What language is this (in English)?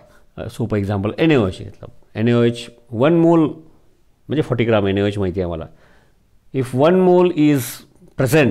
Marathi